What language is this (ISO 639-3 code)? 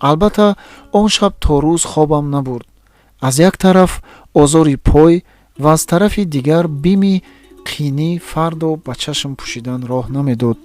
tgk